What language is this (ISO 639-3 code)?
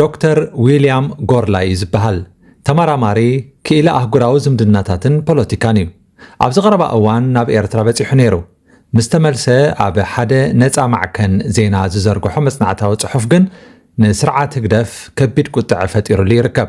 tir